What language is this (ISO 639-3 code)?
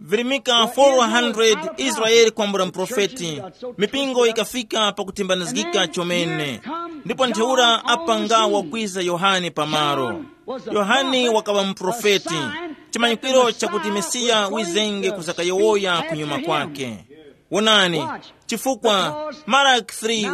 tum